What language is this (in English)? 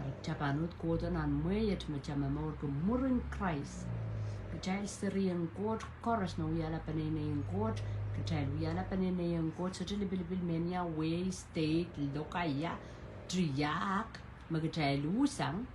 Pohnpeian